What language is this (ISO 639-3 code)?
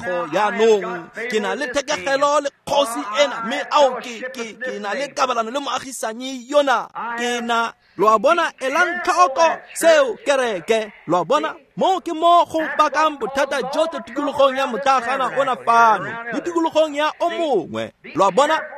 tsn